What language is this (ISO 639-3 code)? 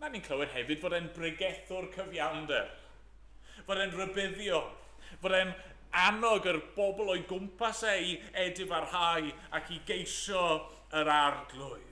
cym